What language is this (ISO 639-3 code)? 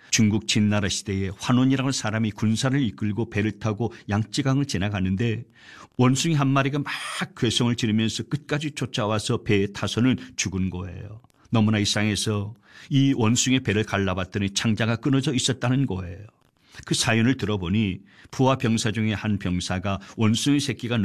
kor